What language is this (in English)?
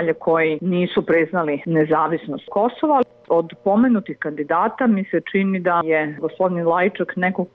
Serbian